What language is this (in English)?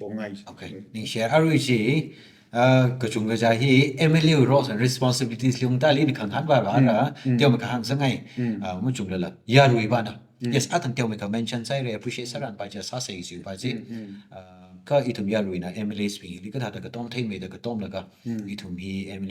Tangkhul Naga (India)